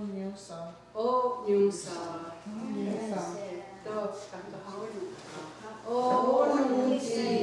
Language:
Mohawk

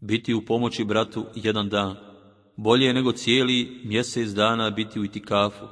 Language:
Bosnian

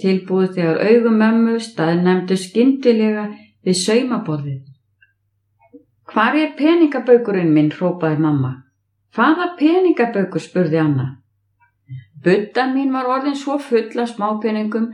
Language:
Icelandic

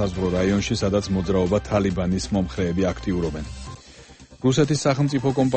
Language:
Georgian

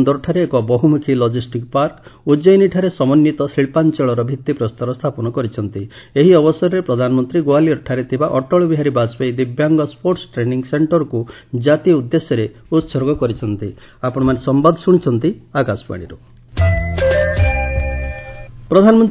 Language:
Odia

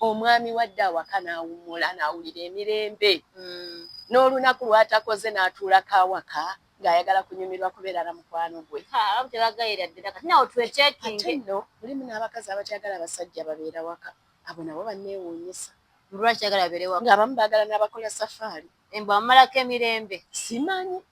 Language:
Ganda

